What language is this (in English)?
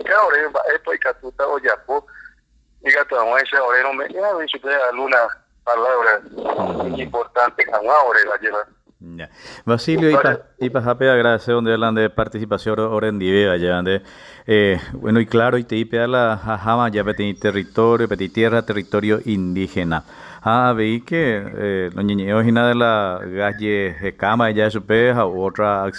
Guarani